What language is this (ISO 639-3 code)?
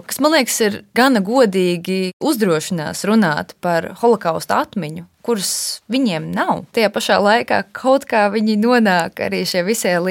lav